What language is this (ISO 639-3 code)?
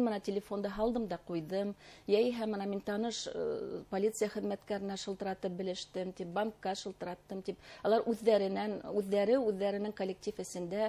bak